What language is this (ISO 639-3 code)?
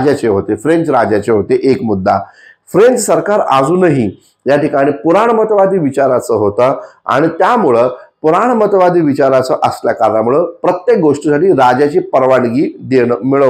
mar